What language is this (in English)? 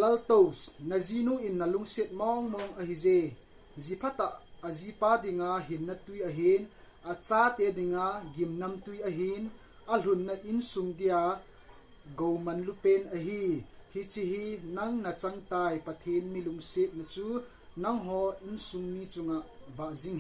Thado Chin